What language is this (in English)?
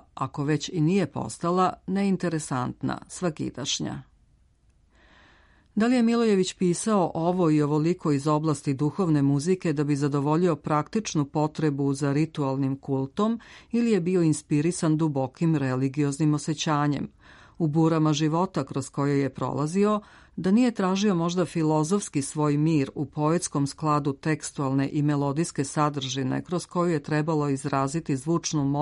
Serbian